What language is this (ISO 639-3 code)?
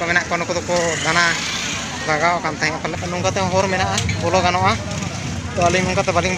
sat